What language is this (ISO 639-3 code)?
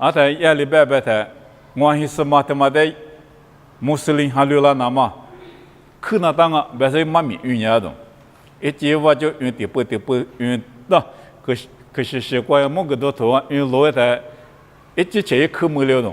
lis